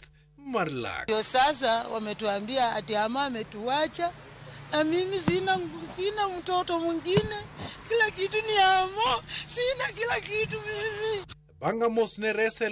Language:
Luo (Kenya and Tanzania)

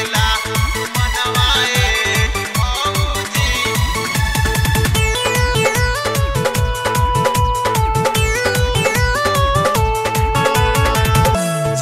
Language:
Bhojpuri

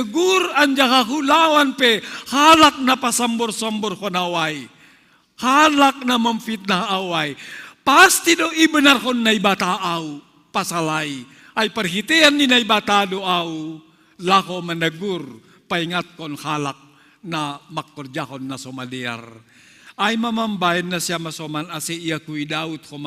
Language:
Batak Simalungun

